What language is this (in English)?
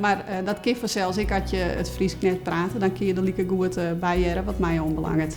Western Frisian